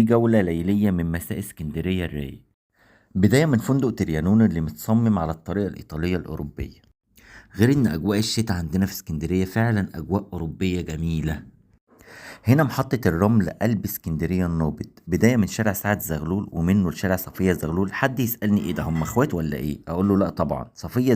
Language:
Egyptian Arabic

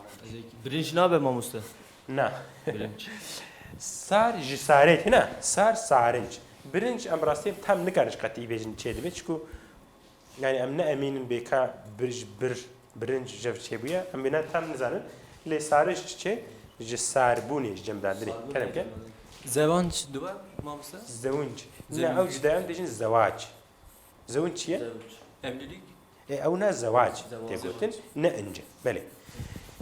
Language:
Kurdish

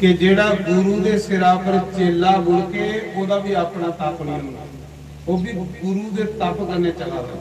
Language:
Dogri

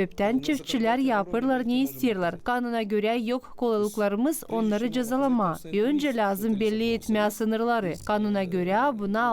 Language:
Gagauz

